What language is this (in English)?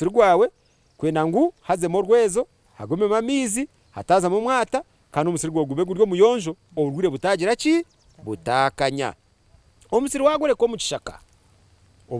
Nyankole